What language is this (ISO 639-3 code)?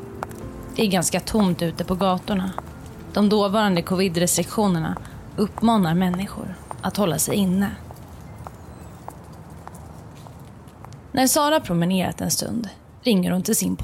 swe